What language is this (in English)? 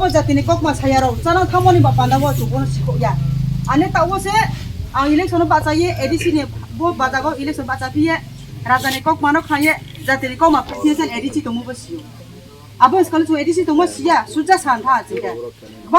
Riang (India)